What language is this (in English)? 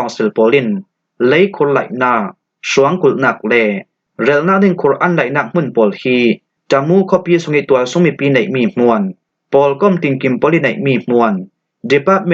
Falam Chin